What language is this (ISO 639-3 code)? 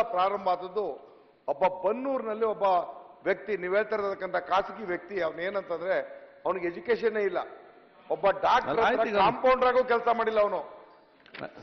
kan